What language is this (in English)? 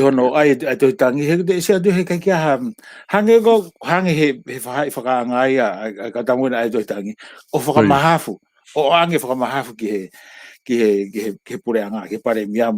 Tongan